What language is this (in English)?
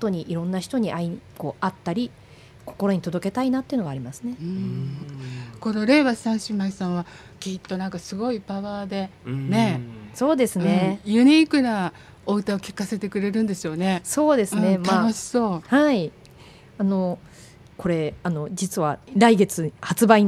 Japanese